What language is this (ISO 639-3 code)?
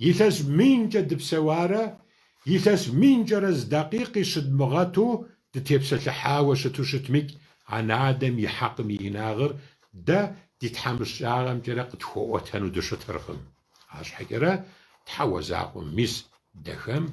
kbd